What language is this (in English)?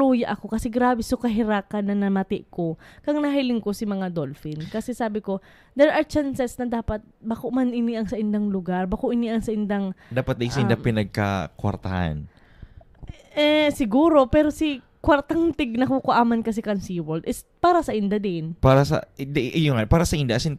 Bikol